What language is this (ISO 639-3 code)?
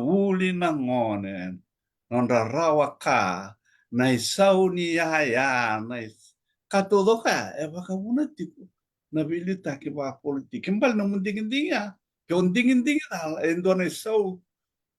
fij